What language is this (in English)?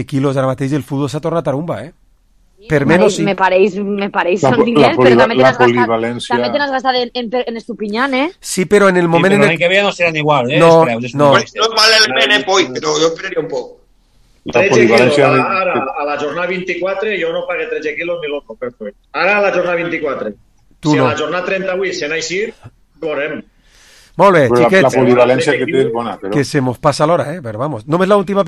Catalan